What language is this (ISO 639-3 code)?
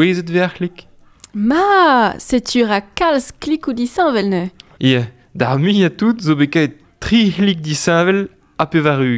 bre